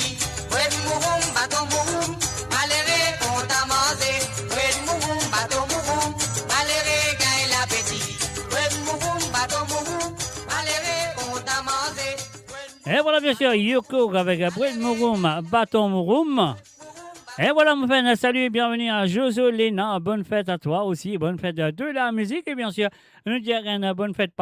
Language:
Morisyen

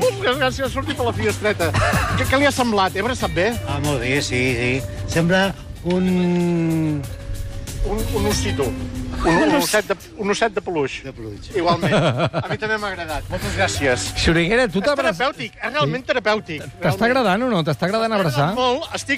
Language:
Catalan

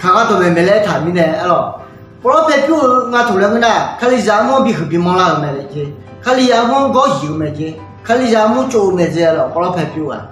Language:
Akha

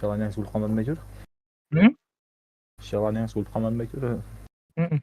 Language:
Kara-Kalpak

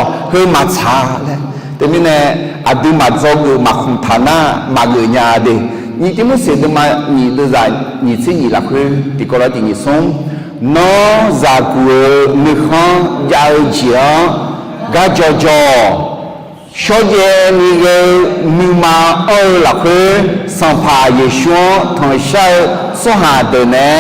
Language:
Akha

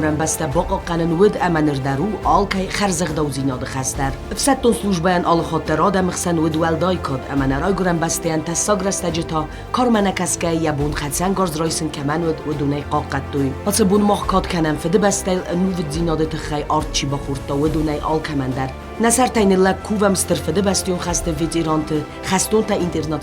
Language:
Ossetic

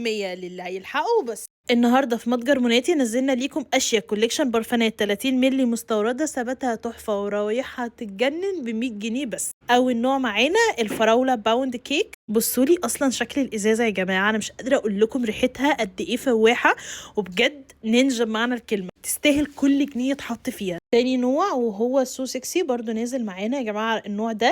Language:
Egyptian Arabic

